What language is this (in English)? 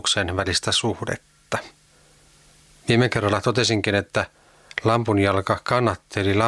Finnish